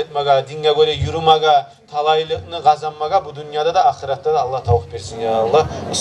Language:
Kumyk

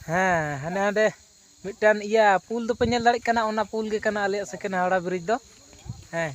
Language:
Santali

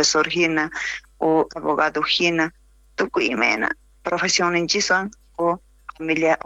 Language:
South Bolivian Quechua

